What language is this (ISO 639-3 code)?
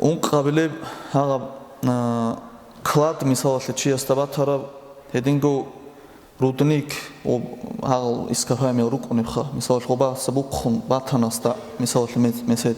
ava